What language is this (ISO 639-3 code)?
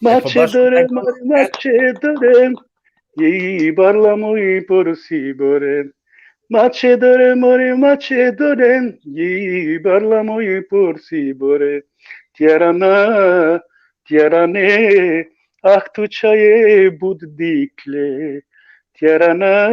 rmn